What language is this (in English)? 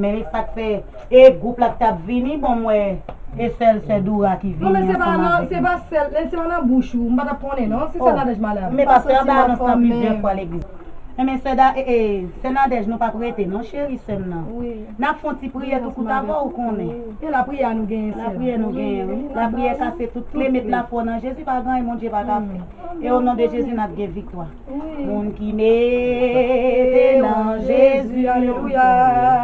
Haitian Creole